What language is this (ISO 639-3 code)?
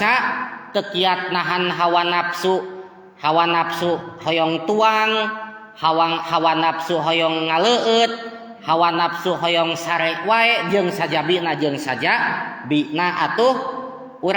sun